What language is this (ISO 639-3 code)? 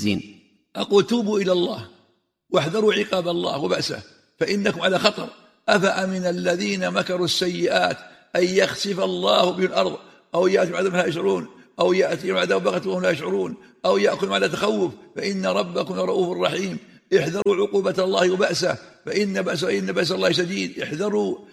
ara